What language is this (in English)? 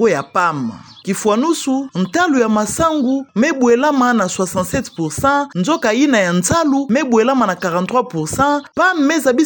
Kituba (Democratic Republic of Congo)